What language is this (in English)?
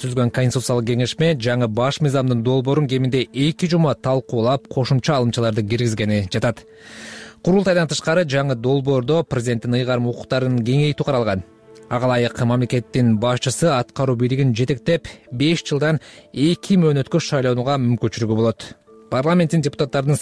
Kyrgyz